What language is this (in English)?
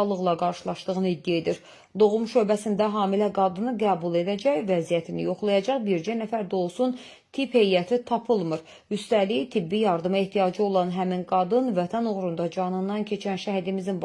Azerbaijani